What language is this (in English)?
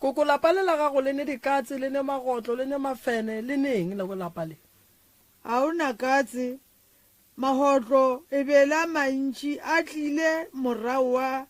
Northern Sotho